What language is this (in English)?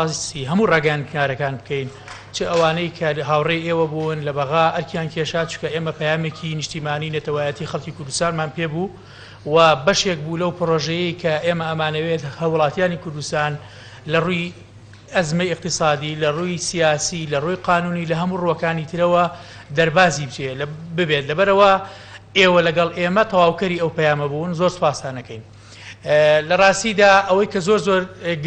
Central Kurdish